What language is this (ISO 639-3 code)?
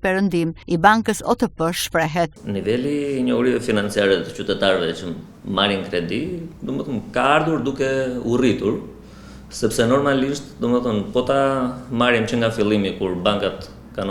sqi